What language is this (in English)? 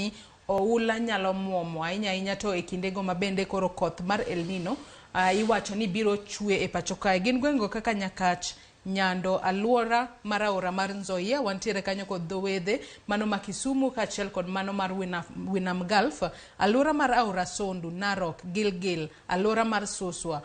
Luo (Kenya and Tanzania)